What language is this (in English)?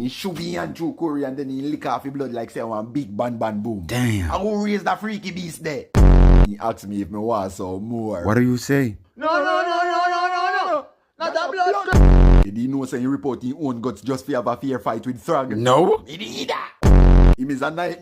Jamaican Creole English